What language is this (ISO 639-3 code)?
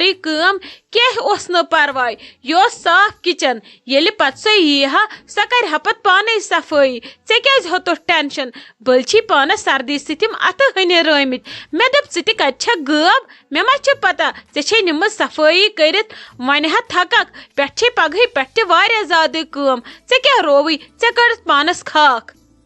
kas